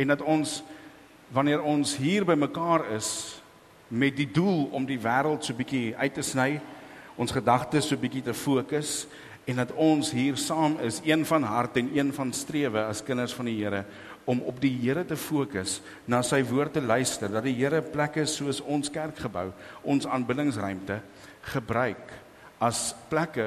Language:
Afrikaans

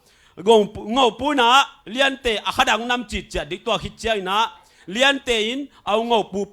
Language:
Tedim Chin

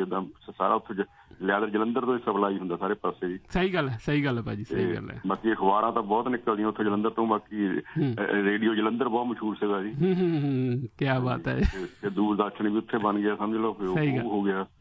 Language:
Punjabi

